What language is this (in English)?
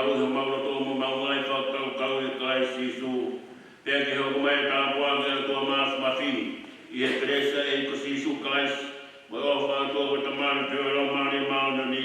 Tongan